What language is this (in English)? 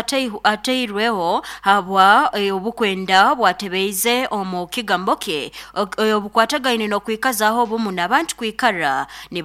Nyoro